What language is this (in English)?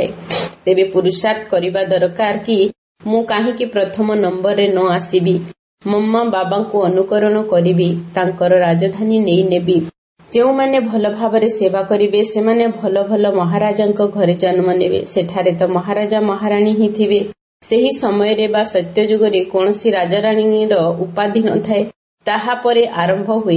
Odia